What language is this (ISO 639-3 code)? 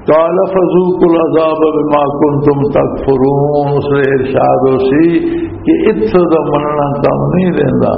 lah